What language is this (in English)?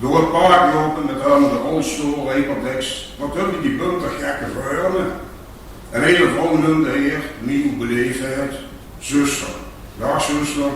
Limburgish